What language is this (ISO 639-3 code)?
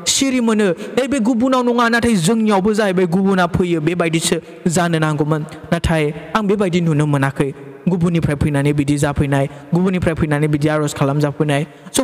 brx